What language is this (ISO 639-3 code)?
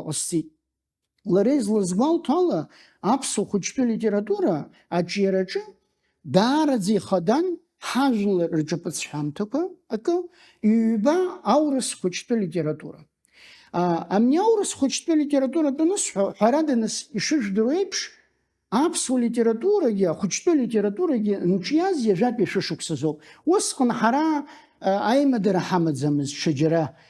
abk